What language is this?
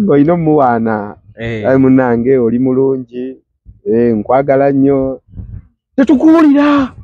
Ganda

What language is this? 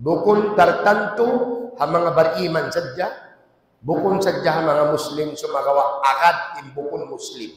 Tausug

